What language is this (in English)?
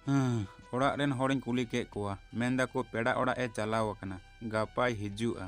Santali